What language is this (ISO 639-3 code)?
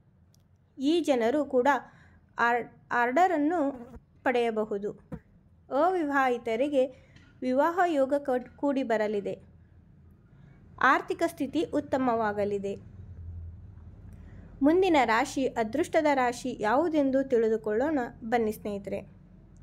kan